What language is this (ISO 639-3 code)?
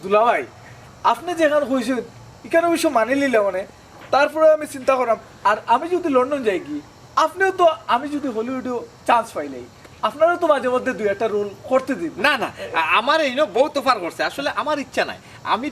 syl